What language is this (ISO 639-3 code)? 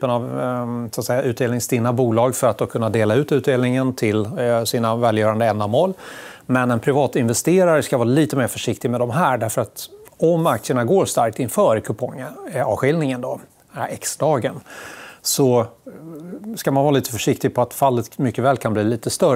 swe